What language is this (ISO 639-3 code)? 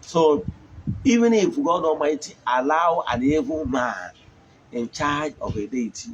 ibo